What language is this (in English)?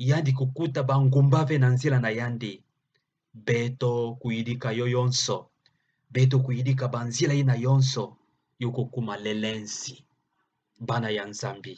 Kituba (Democratic Republic of Congo)